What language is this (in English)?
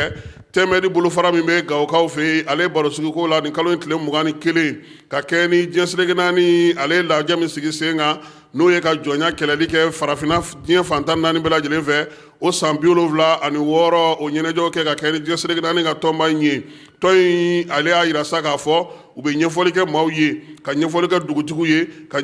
Bambara